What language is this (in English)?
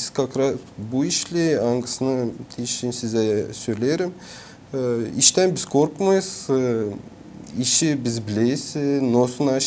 Gagauz